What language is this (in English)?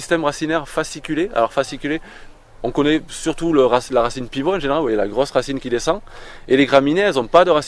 French